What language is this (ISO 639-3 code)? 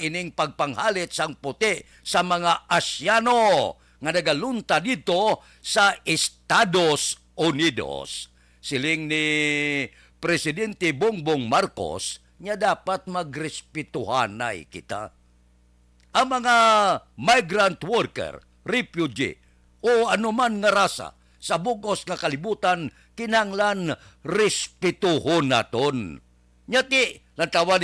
hil